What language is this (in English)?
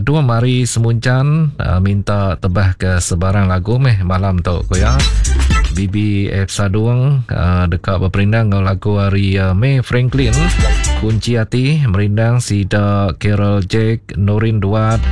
Iban